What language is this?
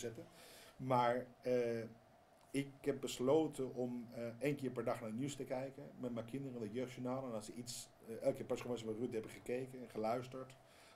Dutch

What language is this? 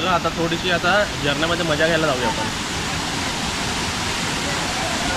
Marathi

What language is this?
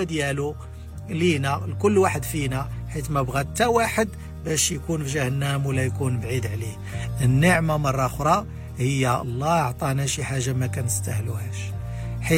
Moroccan Arabic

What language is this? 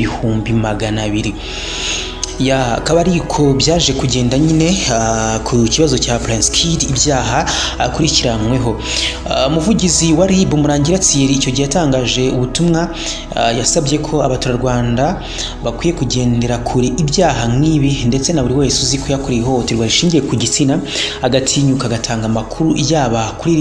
Kinyarwanda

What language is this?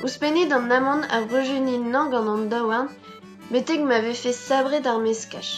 Breton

